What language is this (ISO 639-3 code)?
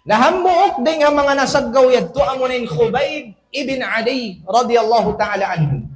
tsg